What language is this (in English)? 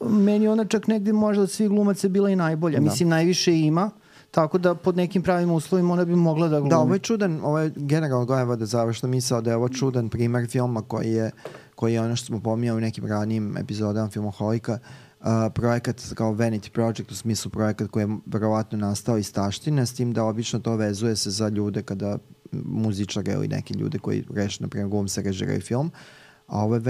Serbian